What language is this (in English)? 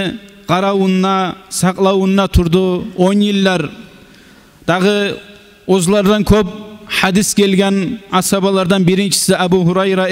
Kumyk